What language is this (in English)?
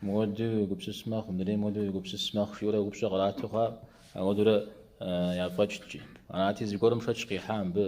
Kabardian